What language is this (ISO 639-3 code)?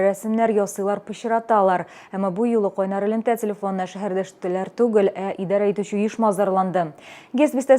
tat